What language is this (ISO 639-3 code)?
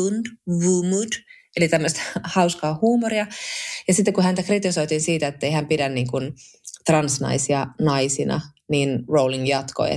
fin